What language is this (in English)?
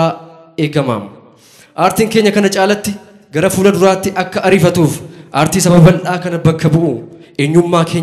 Oromo